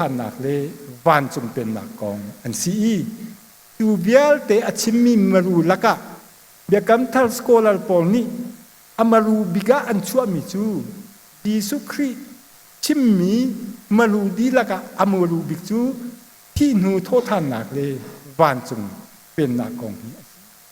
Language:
Hakha Chin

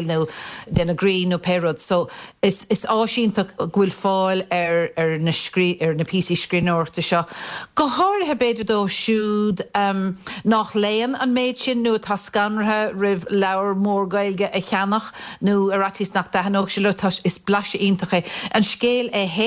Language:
Irish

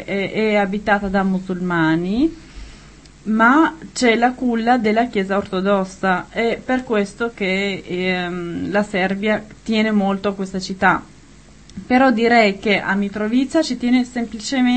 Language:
Italian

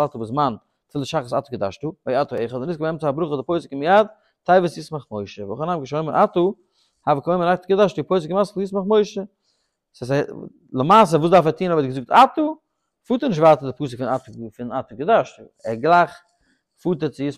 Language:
Yiddish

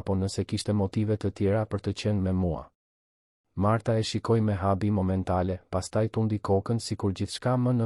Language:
Albanian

